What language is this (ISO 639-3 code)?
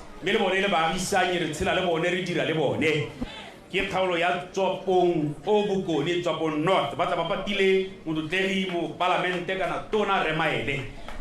tsn